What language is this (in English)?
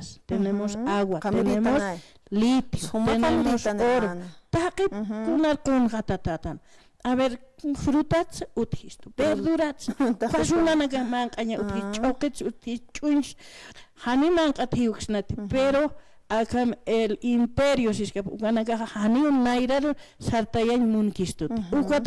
Aymara